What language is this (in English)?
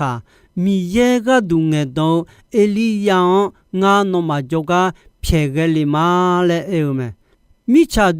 Akha